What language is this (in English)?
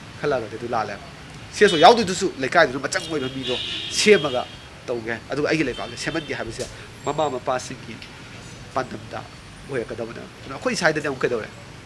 Manipuri